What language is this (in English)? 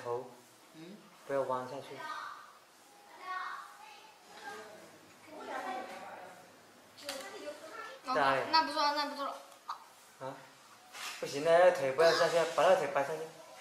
Chinese